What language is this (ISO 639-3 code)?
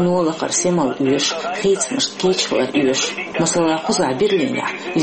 che